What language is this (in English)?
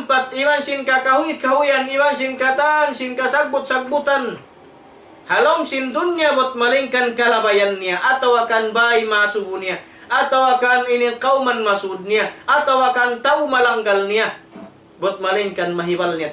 Tausug